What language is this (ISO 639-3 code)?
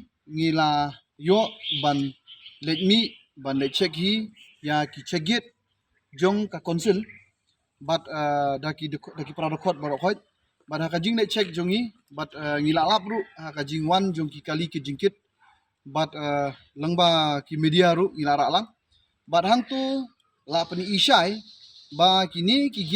kha